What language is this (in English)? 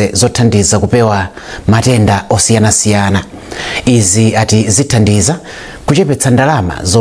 Nyanja